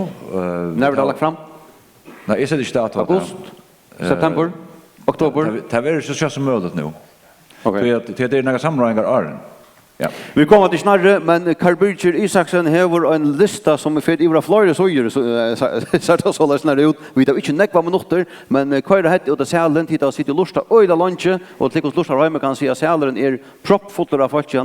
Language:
Faroese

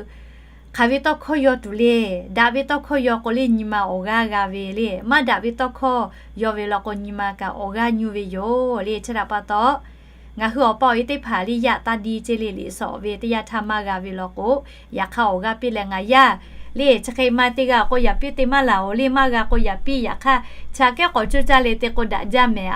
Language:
Lahu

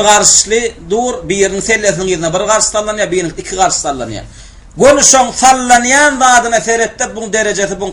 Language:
Turkmen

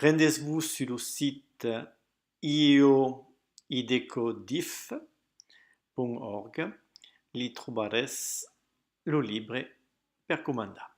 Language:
Occitan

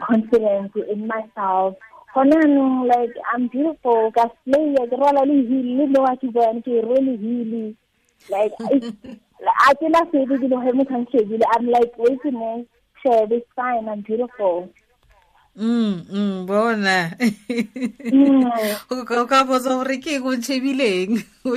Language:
Tswana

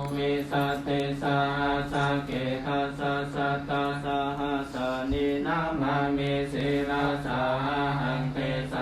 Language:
Pali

